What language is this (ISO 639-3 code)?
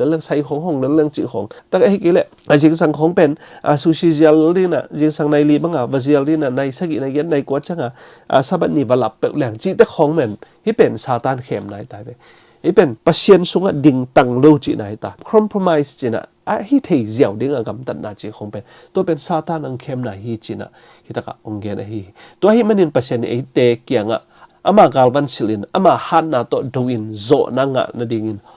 ctd